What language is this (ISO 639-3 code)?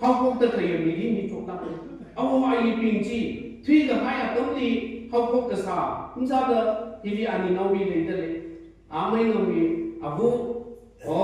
nmf